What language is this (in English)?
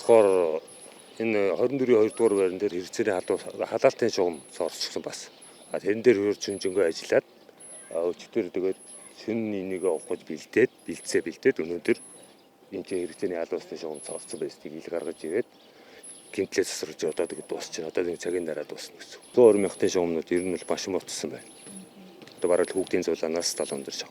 Mongolian